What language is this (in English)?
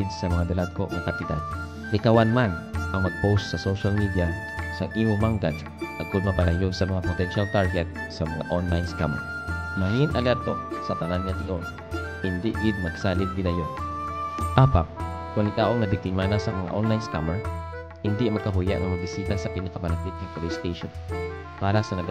Hiligaynon